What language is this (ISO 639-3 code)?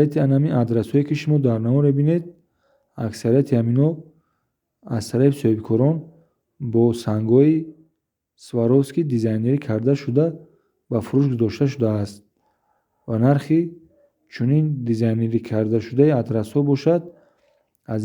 tgk